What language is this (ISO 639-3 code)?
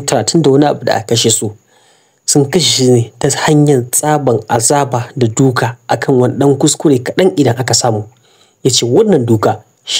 hau